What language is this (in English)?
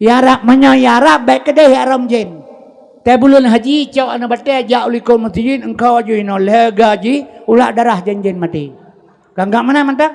Achinese